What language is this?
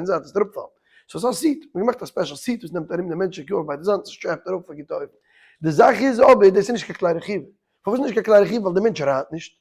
Yiddish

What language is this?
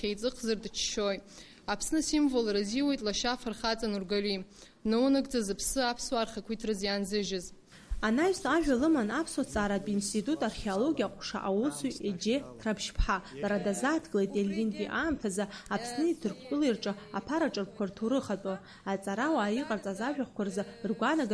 Abkhazian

